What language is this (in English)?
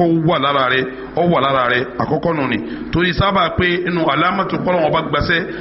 Yoruba